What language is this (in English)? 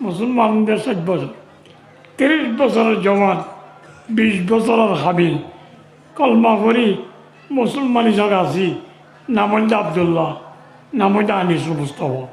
Rohingya